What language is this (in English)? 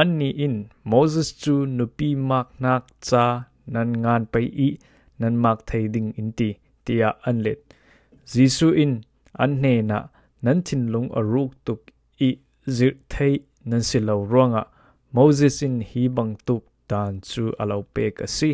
Falam Chin